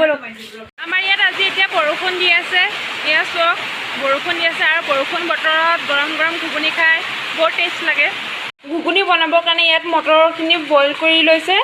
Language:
Assamese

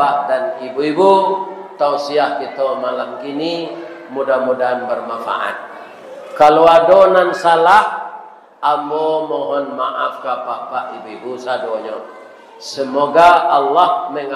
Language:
Minangkabau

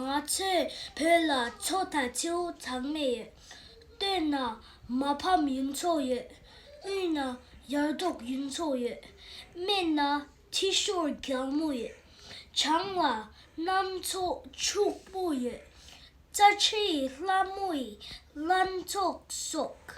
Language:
Tibetan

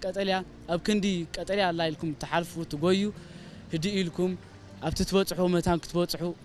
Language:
Tigrinya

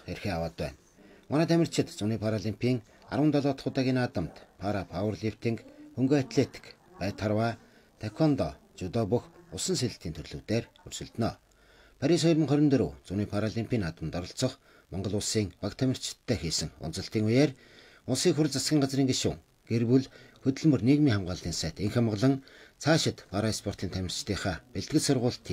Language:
Mongolian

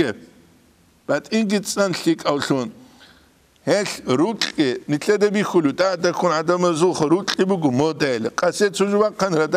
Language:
Avaric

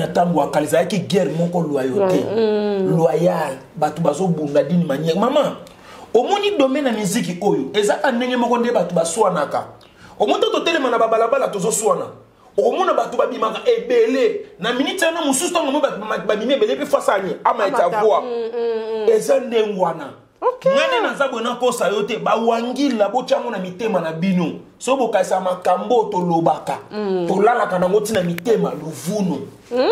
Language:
Lingala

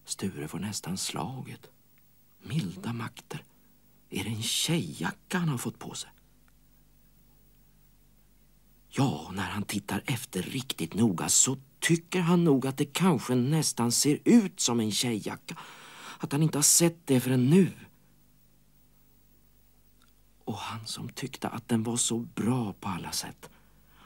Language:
Swedish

